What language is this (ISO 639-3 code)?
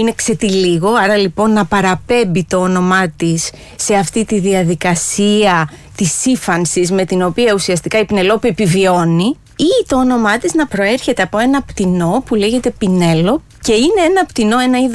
ell